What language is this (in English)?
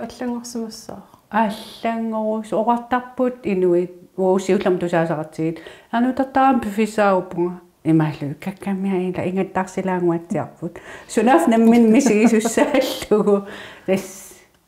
Kalaallisut